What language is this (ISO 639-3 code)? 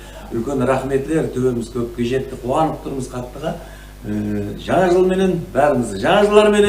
kaa